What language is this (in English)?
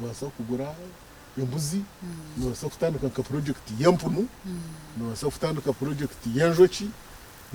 Nyankole